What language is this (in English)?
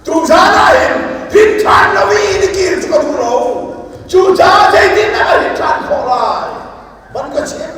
Hakha Chin